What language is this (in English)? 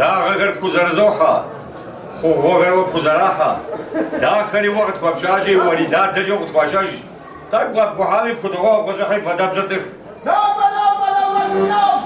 Kabardian